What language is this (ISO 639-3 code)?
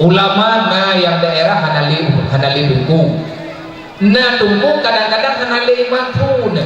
ace